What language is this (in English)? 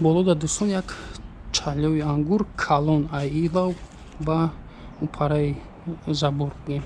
Tajik